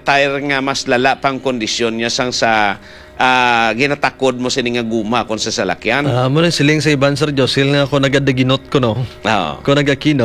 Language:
Hiligaynon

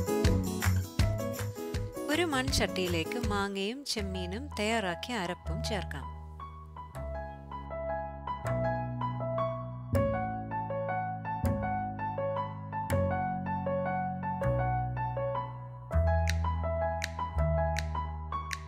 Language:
Malayalam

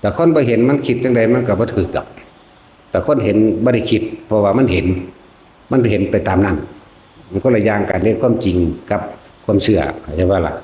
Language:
Northeastern Thai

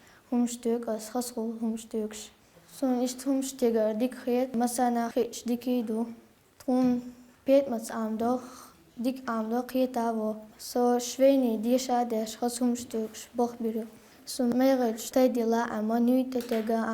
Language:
Chechen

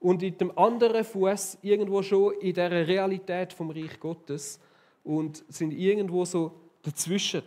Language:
Swiss German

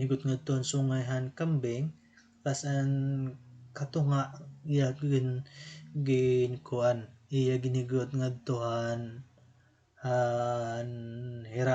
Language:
Waray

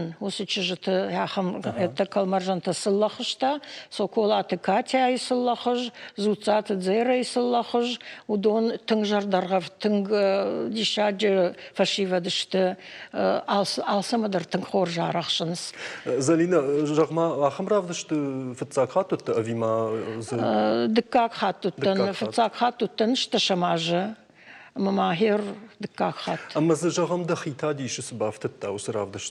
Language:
Ossetic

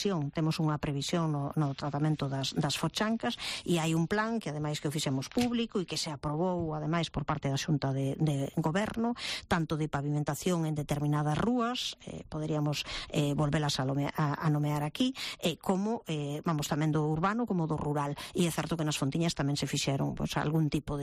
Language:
Galician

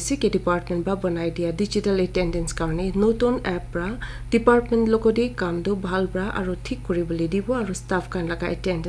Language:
Naga Pidgin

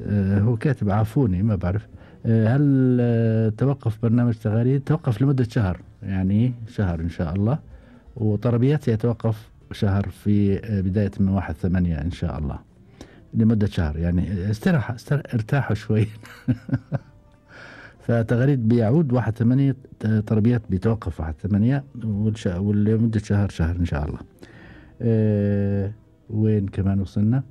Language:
Gulf Arabic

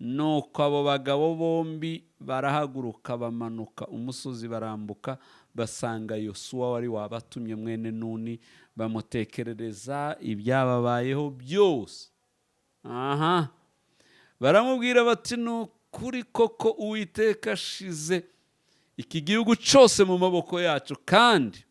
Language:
Kinyarwanda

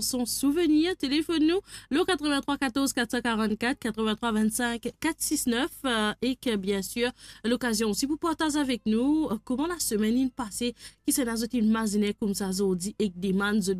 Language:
Morisyen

